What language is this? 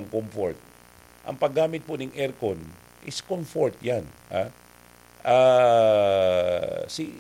Bikol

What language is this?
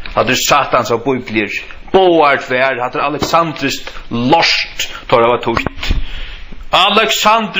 Faroese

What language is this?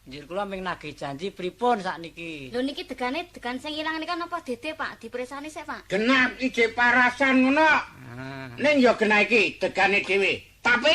Javanese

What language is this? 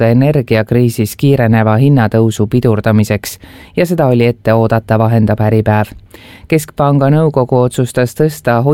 Estonian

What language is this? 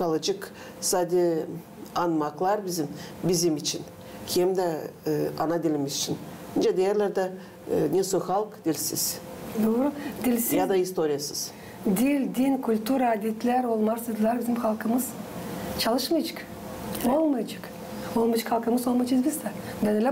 Gagauz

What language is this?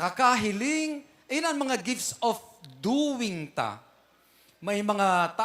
Bikol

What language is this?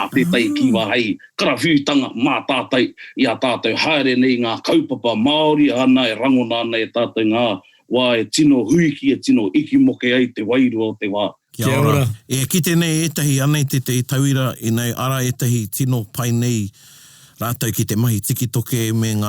Māori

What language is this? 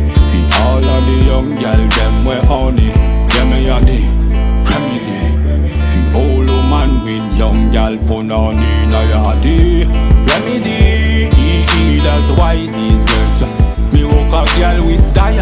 Jamaican Creole English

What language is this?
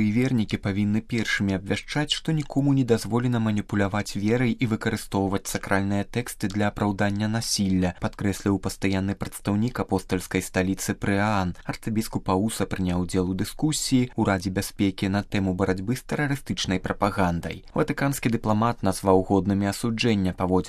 Belarusian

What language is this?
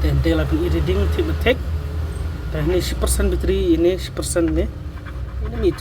Khasi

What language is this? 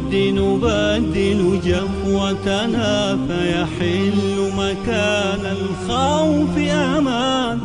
Arabic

